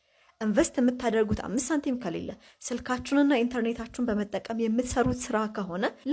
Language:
Amharic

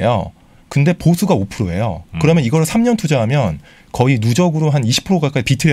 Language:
Korean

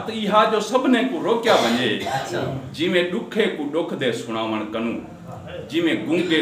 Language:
Saraiki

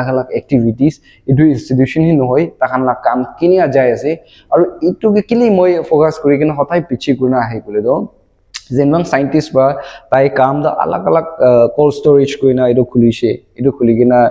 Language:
Naga Pidgin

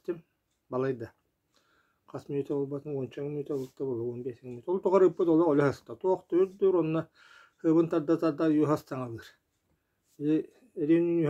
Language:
Yakut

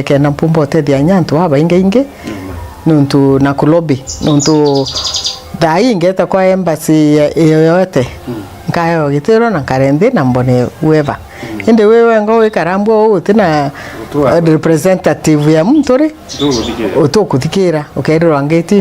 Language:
Meru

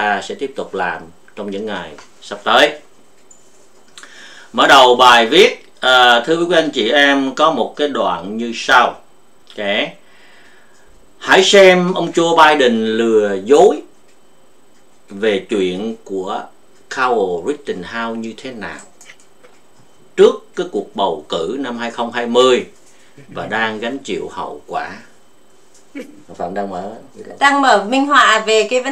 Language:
Vietnamese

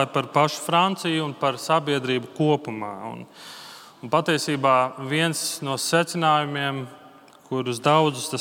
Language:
Latvian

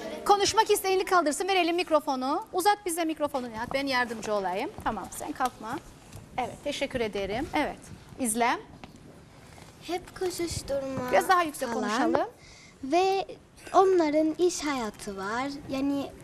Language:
Turkish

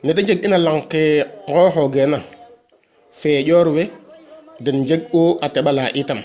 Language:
Serer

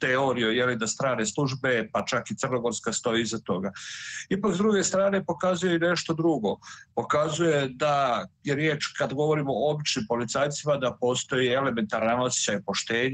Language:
Serbian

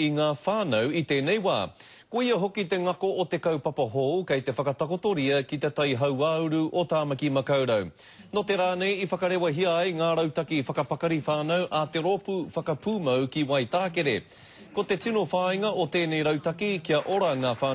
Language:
Māori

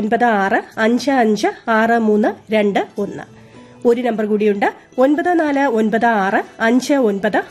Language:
Malayalam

